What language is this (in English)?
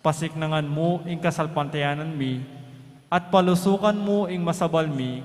Pampanga